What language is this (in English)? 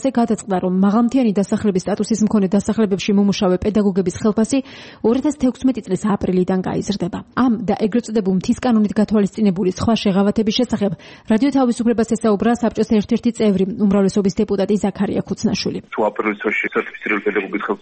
Georgian